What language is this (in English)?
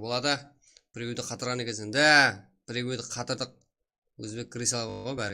Kara-Kalpak